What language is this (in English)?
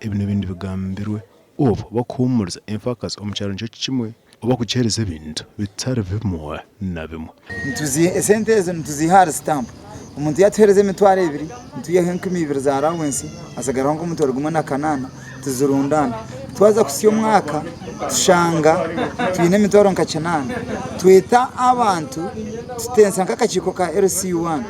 Nyankole